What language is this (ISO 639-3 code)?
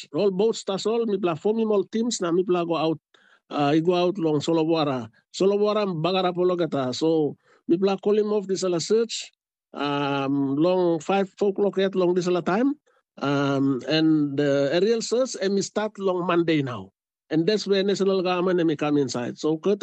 tpi